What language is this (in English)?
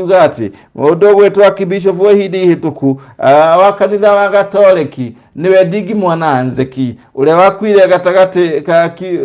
Kikuyu